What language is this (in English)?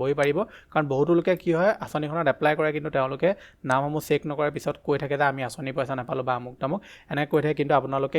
Assamese